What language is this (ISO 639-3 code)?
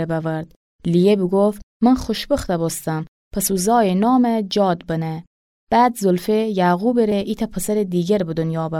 glk